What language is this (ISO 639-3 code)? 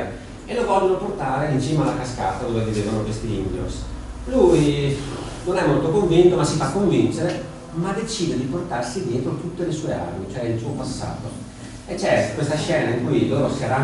ita